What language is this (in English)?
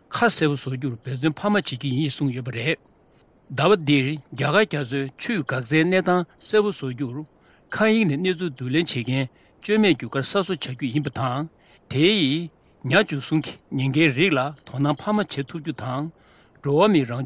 Tibetan